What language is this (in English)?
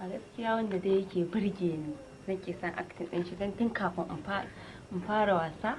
Hausa